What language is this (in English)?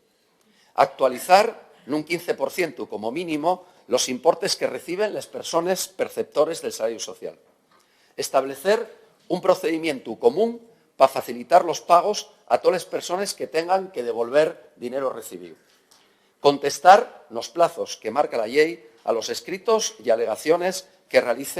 Asturian